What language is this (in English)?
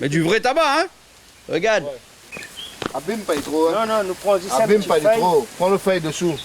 Réunion Creole French